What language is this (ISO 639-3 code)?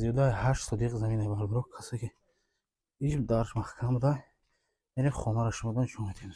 tgk